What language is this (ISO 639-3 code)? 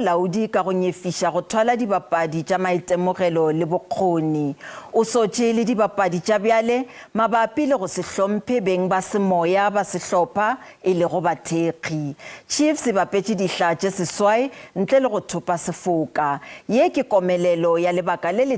nso